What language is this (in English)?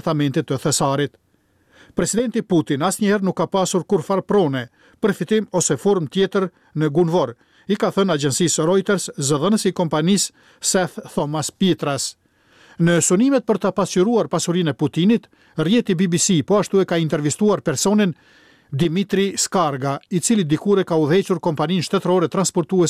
Albanian